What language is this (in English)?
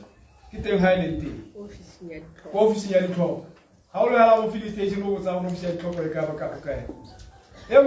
Tswana